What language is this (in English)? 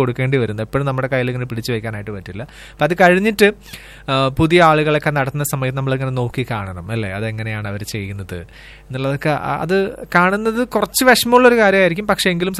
Malayalam